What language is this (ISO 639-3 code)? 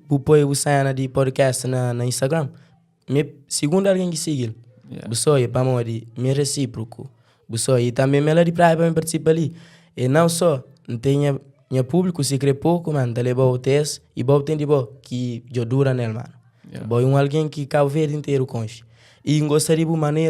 kea